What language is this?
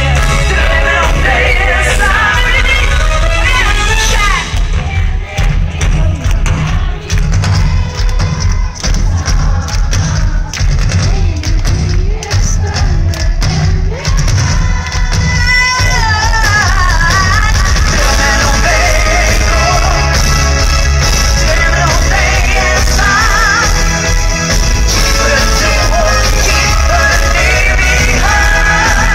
Swedish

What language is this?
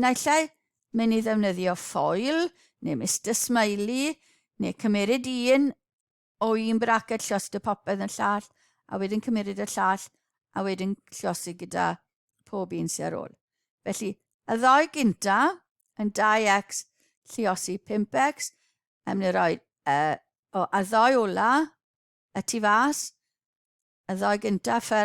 Welsh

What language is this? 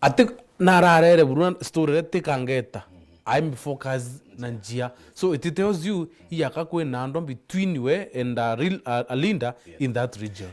Meru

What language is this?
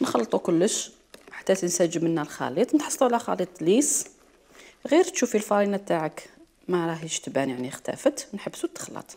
Algerian Arabic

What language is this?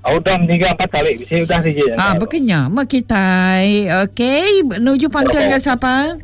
Iban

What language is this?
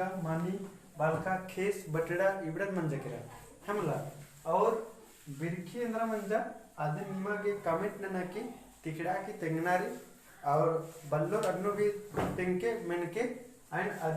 Kurukh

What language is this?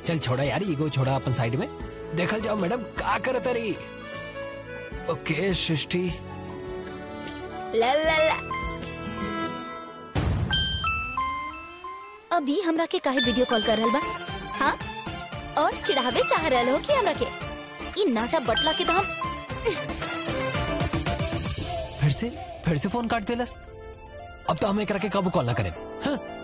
Bhojpuri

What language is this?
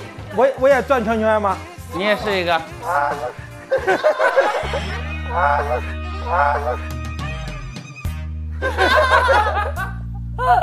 Chinese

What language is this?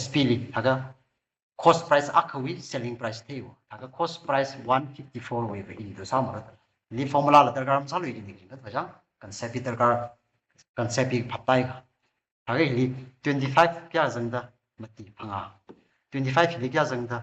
Tangkhul Naga (India)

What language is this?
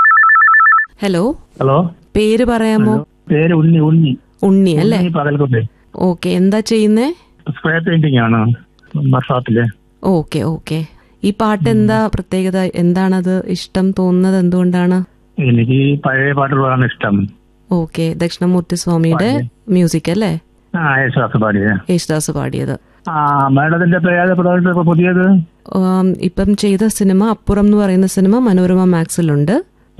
Malayalam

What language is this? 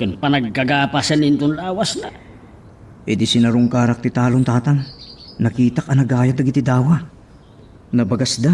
Iloko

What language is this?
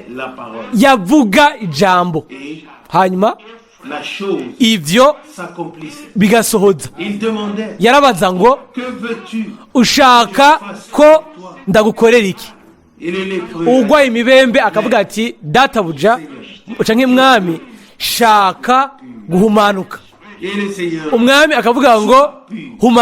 Rundi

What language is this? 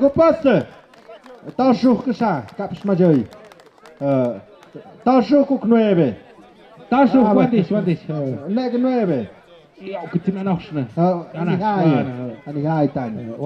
Tlahuitoltepec Mixe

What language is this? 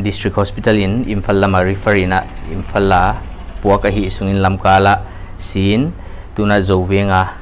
Paite Chin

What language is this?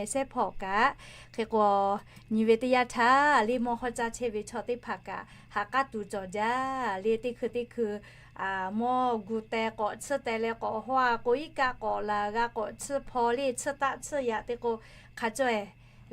Lahu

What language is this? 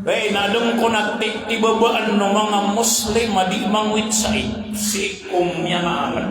Maranao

